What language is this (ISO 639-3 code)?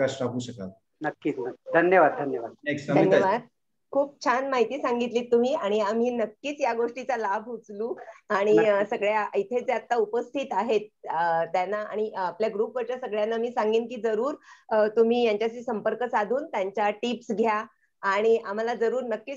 mar